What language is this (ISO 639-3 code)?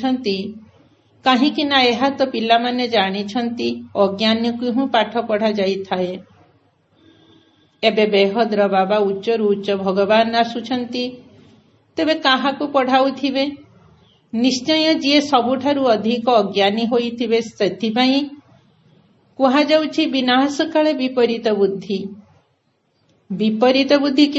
ori